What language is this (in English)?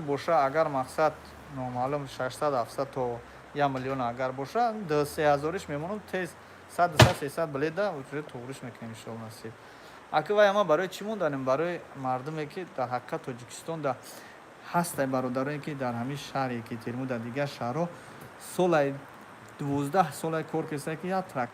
Tajik